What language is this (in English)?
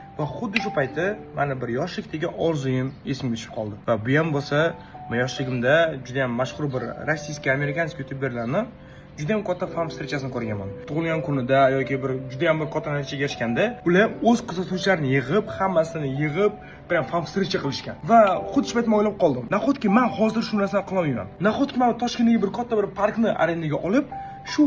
Uzbek